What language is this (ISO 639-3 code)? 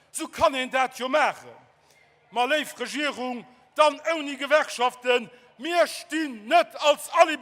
ltz